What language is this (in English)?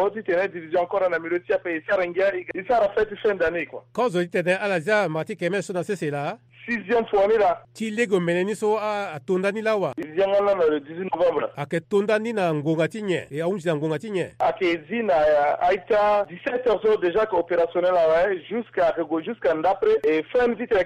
Sango